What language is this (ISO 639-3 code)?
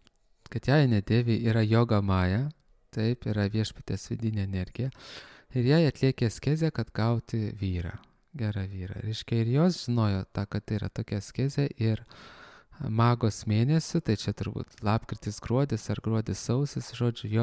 lit